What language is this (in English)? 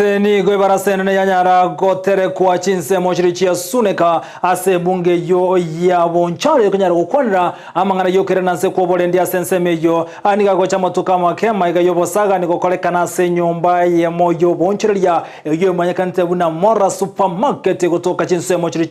Gusii